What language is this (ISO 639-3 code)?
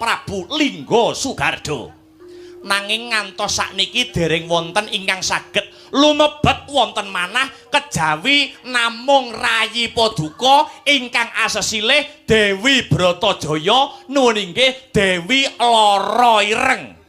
jav